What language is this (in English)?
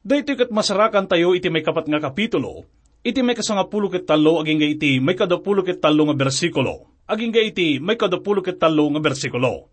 Iloko